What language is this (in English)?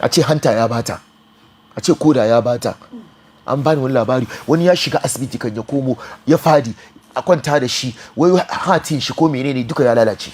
Hausa